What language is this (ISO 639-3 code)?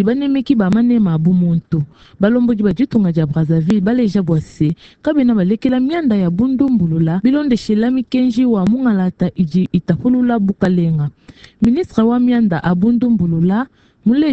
lua